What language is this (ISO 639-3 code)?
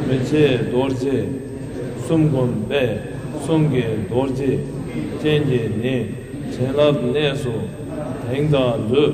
bod